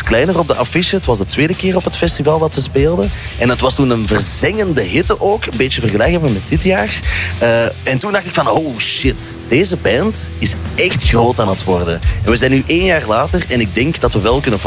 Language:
Dutch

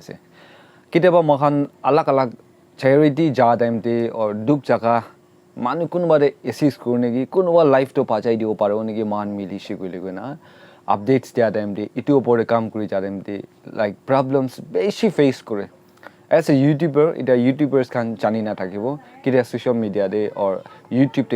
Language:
Naga Pidgin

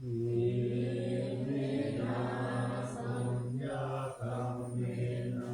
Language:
Pali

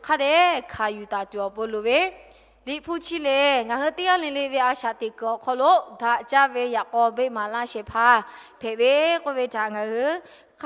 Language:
Lahu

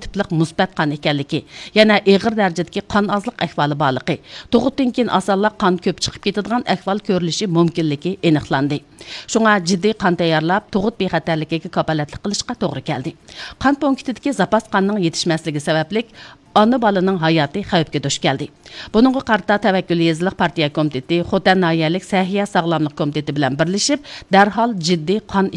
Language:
Uyghur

